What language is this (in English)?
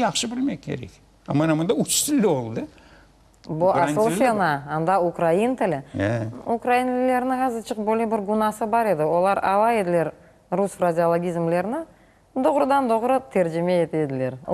Crimean Tatar